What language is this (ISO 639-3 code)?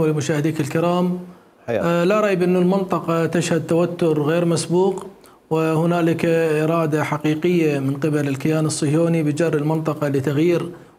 acm